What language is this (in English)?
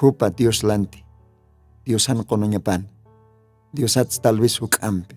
Aymara